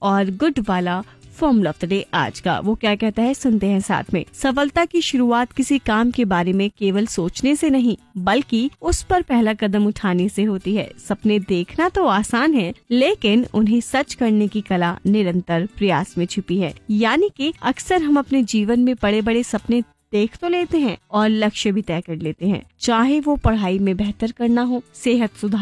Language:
Hindi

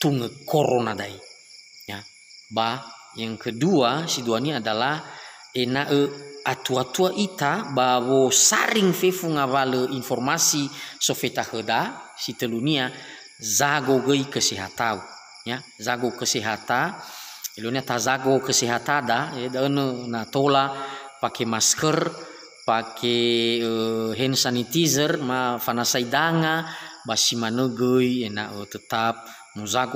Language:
Nias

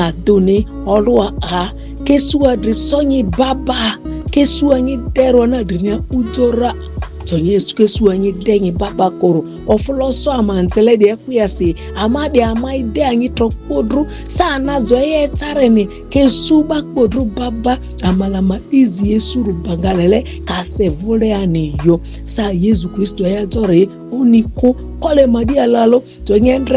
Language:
Ma'di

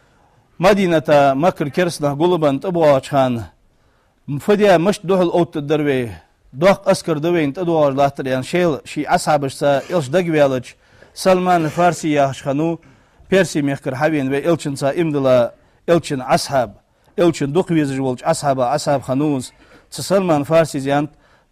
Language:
Ingush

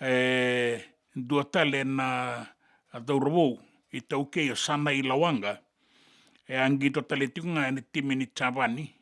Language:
Fijian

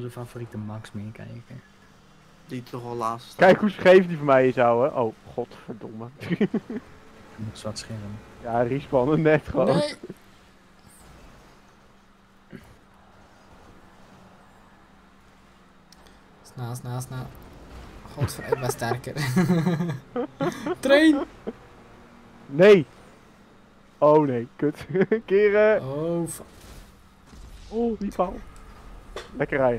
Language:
Dutch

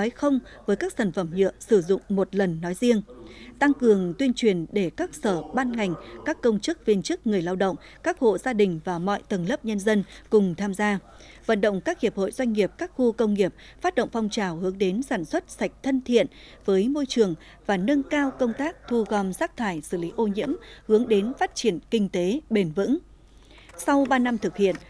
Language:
Vietnamese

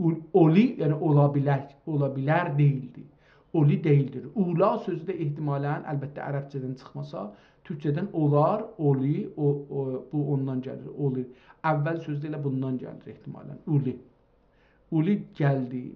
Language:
South Azerbaijani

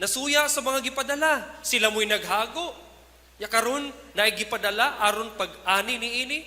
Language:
Cebuano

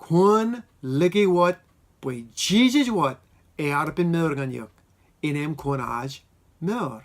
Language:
Marshallese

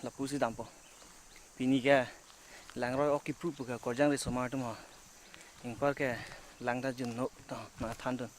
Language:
Karbi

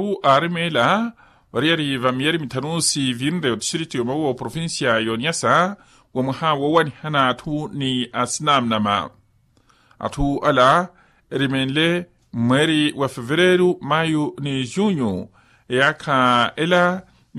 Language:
Makhuwa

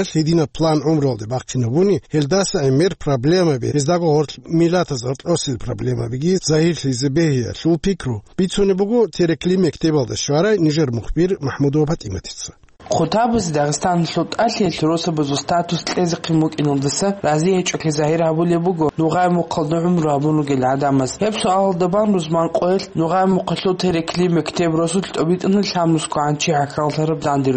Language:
Avaric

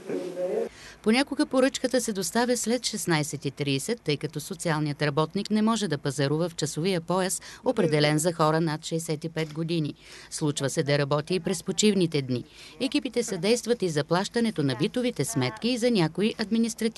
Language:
Bulgarian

